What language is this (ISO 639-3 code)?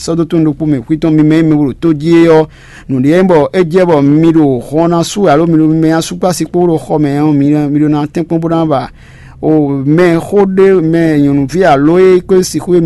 fon